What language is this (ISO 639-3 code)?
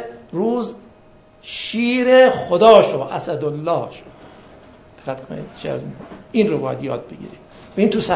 fas